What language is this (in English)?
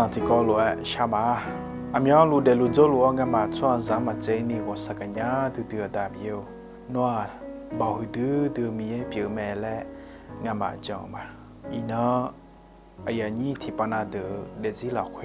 Akha